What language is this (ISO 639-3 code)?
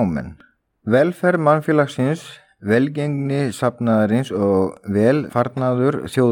isl